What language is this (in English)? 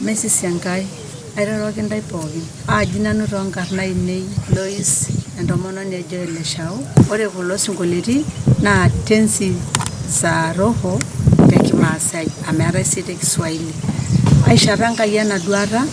Masai